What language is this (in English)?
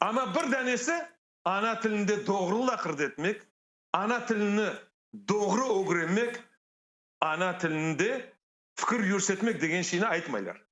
Crimean Tatar